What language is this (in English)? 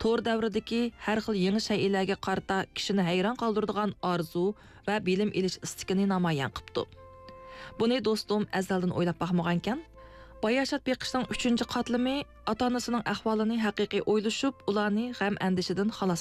Uyghur